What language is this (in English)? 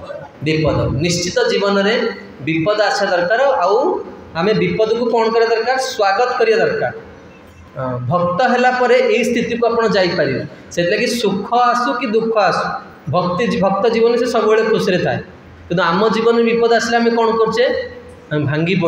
Odia